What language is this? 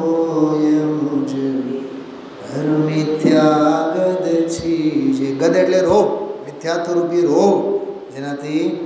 Gujarati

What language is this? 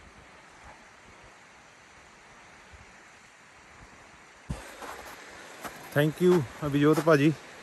Punjabi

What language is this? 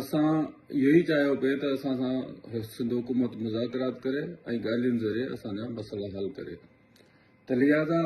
Sindhi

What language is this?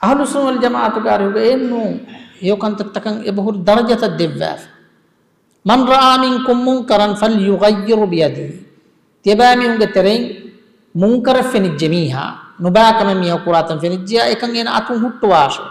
Divehi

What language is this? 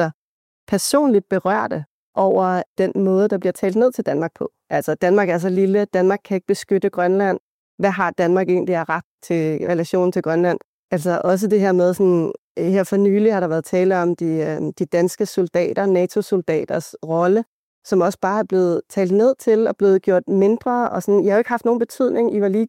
Danish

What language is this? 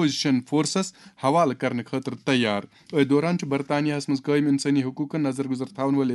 Kashmiri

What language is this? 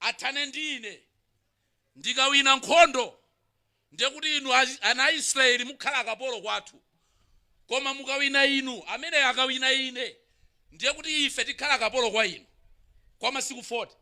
Nyanja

